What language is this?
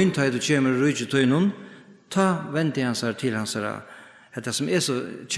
Faroese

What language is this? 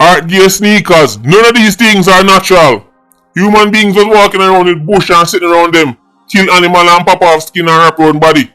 Jamaican Creole English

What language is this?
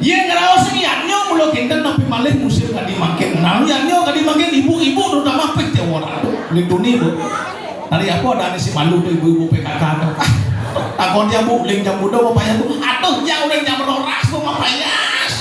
Balinese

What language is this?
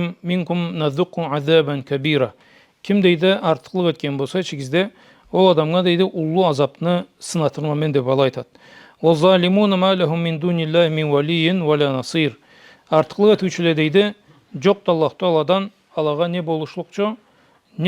Karachay-Balkar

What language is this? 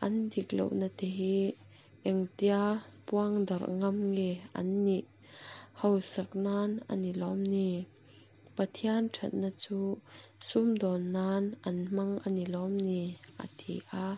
Mizo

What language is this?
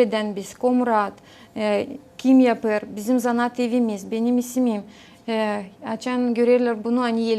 Gagauz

